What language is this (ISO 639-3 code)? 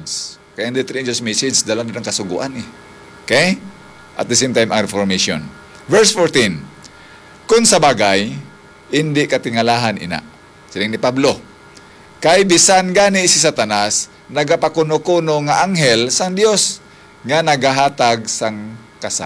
hil